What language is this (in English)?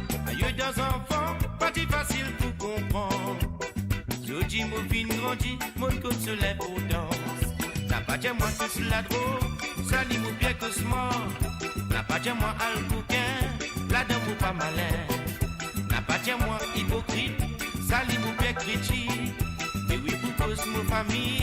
Morisyen